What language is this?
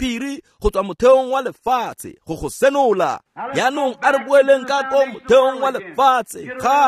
Tswana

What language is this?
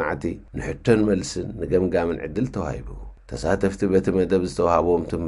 Tigrinya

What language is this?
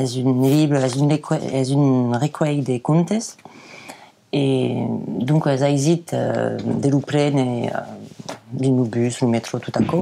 Occitan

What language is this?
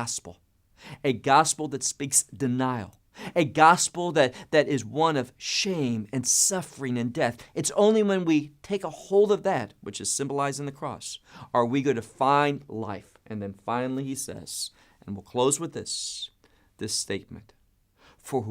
English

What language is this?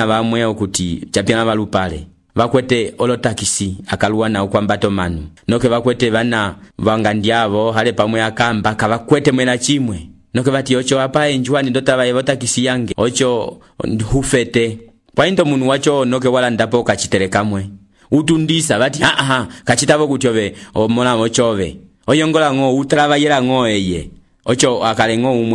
Umbundu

